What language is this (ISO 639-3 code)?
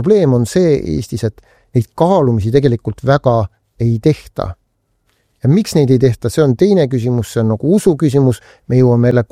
est